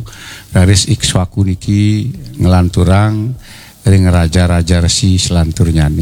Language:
Balinese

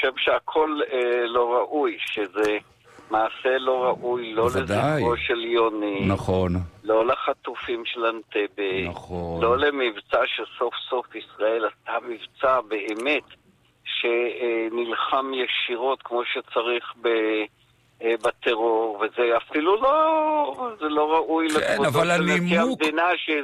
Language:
Hebrew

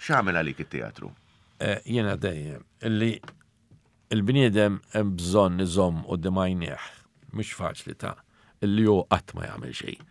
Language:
Maltese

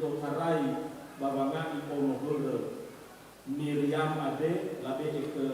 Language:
Nias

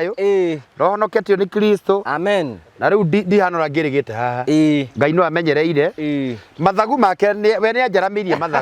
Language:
Kikuyu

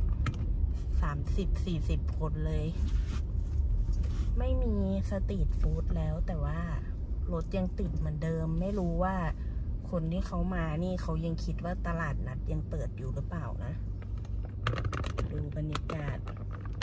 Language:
Thai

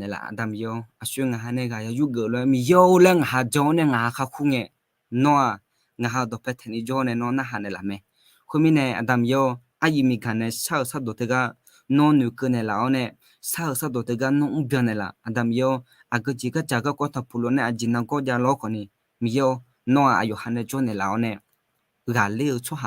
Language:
Akha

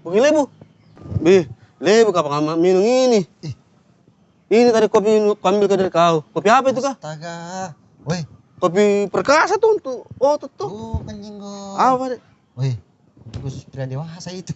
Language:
Makassar Malay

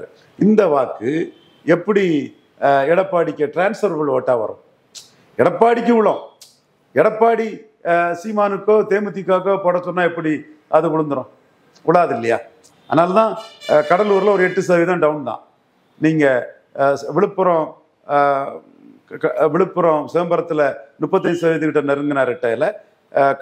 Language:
Tamil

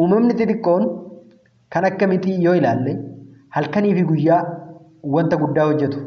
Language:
Oromo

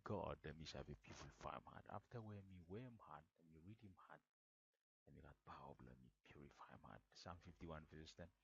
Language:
Bislama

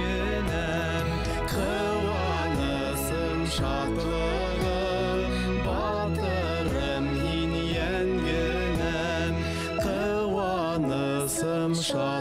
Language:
Bashkir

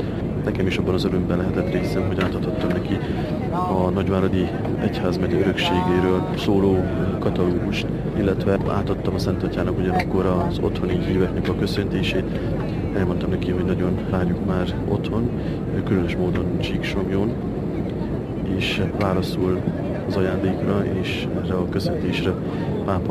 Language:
Hungarian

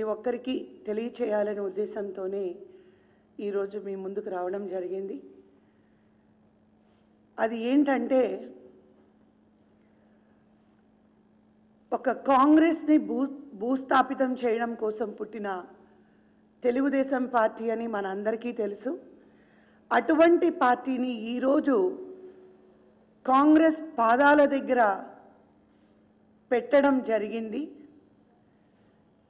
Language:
Telugu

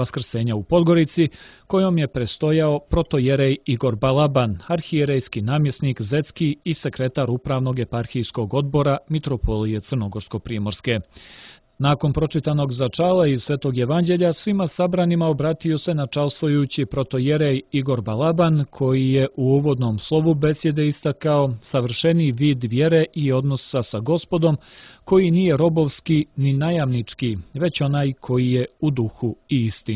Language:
Serbian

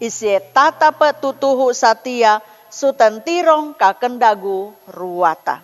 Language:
Sangir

